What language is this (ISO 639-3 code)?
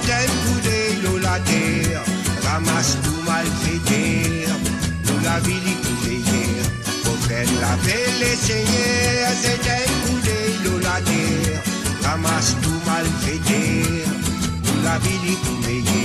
mfe